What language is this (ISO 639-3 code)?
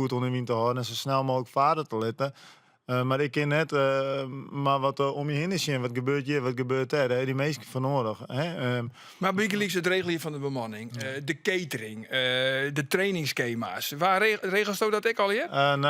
fry